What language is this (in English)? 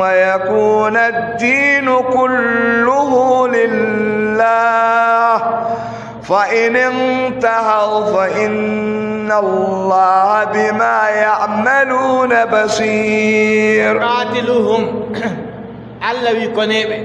Adamawa Fulfulde